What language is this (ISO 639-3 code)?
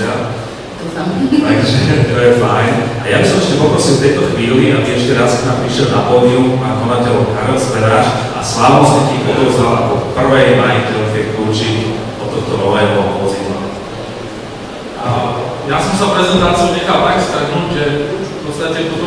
slk